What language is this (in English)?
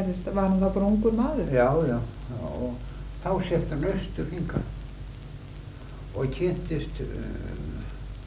Icelandic